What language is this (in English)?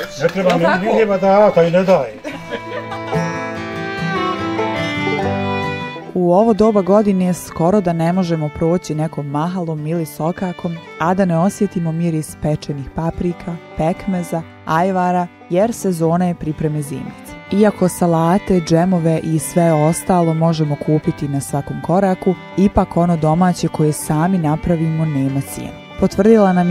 Bosnian